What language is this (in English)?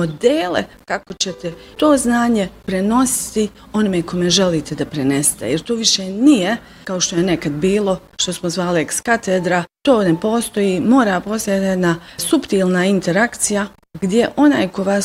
Bosnian